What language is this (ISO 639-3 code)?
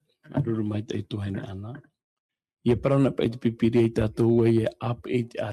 tah